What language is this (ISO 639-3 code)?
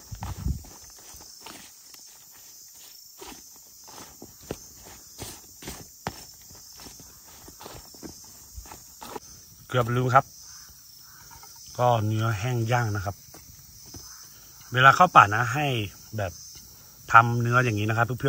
tha